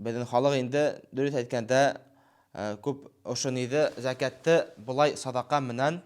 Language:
Bashkir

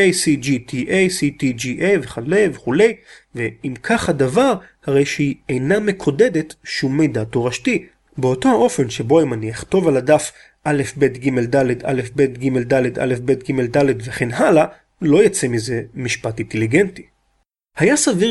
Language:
Hebrew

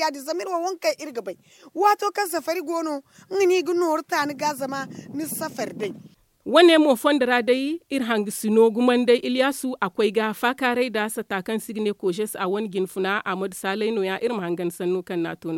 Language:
Zarma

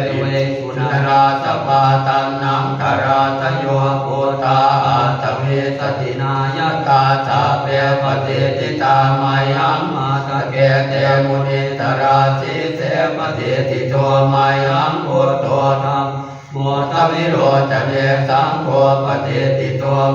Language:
Pali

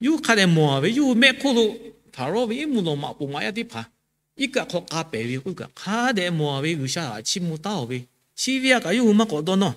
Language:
Lahu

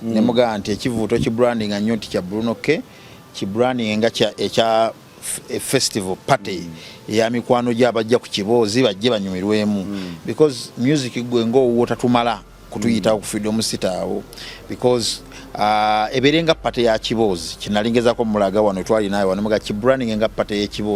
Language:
Ganda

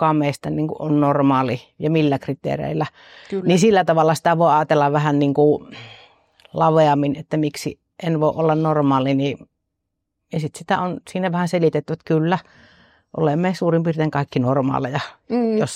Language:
Finnish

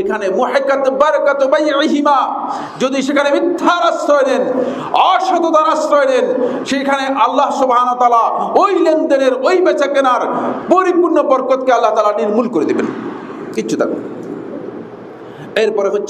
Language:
Bangla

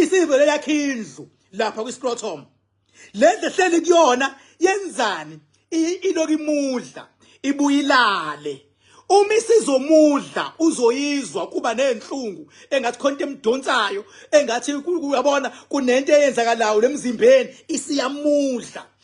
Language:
Zulu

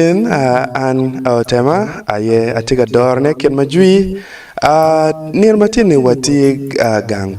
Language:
Acoli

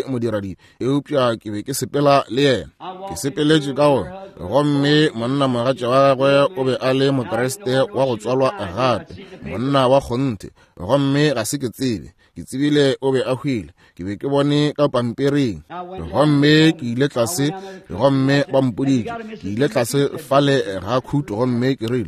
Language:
Northern Sotho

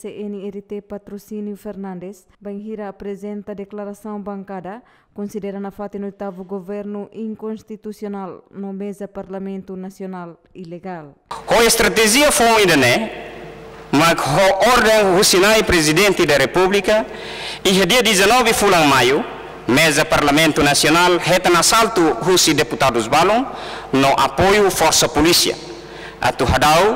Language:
Tetum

